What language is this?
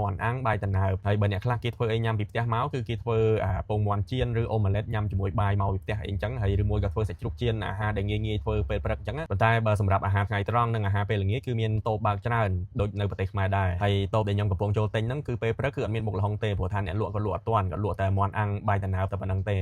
Khmer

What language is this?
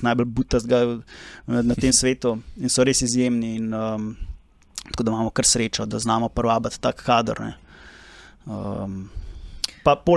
Slovenian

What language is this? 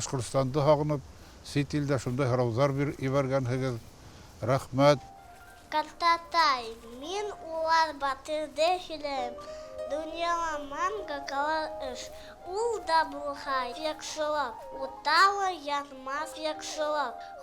Bashkir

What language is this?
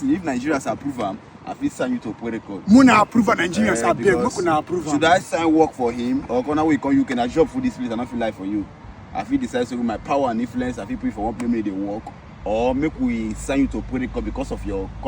Nigerian Pidgin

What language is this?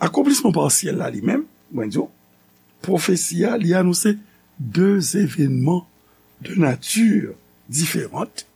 Haitian Creole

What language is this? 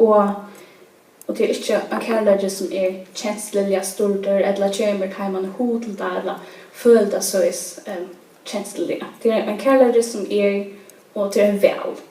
Faroese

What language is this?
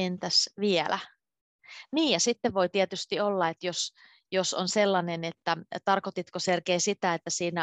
Finnish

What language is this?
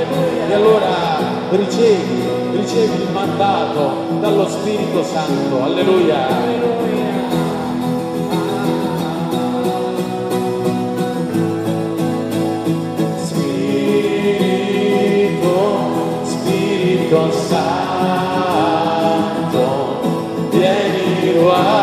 Italian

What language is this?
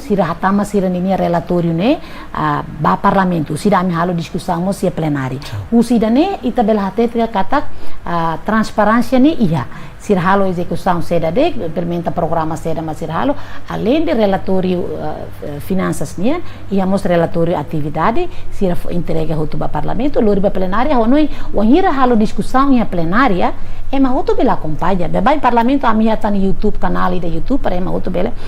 Tetum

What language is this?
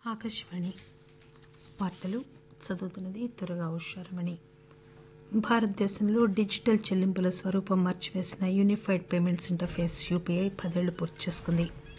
Telugu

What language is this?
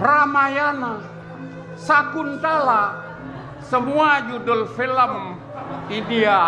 Balinese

